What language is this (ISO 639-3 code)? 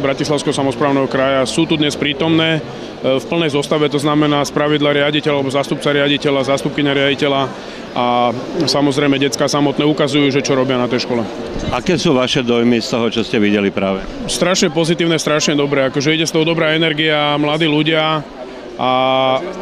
slk